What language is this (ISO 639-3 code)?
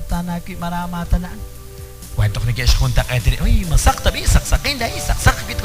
kek